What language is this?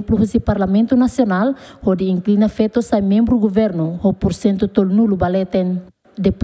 Tetum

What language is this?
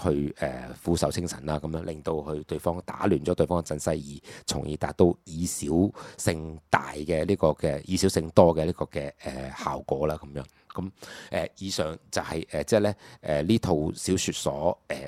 Cantonese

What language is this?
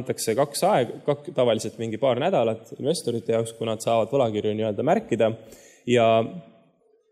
Estonian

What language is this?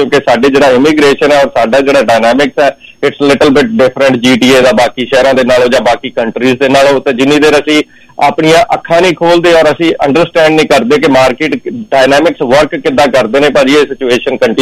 Punjabi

